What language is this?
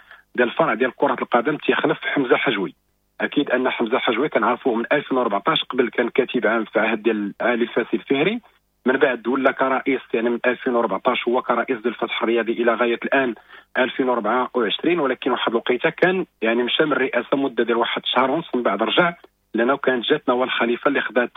Moroccan Arabic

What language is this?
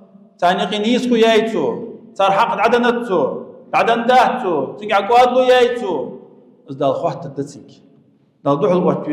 Ingush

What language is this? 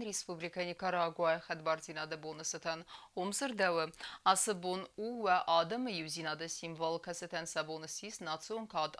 Ossetic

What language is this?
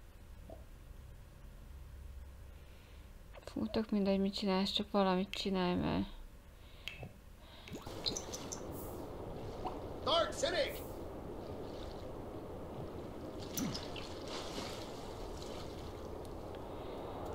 Hungarian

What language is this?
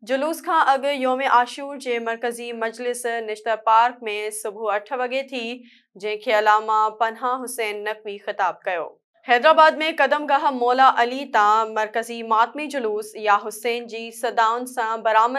Sindhi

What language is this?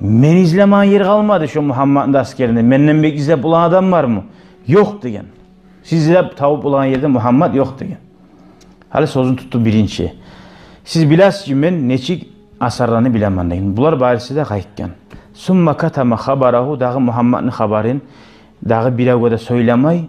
Kumyk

